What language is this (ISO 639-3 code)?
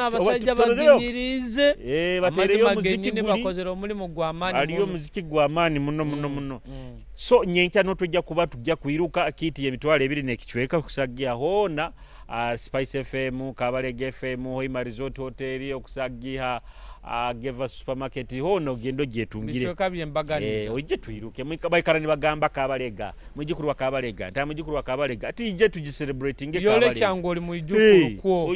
nyo